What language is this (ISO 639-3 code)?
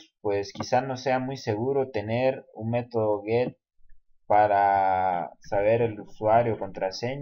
spa